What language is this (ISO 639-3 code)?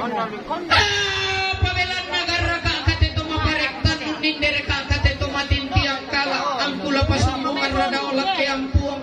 sda